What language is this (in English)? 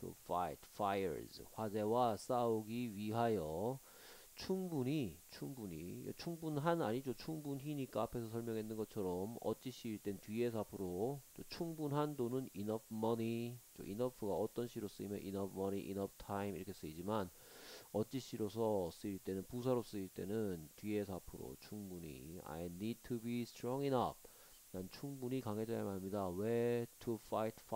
Korean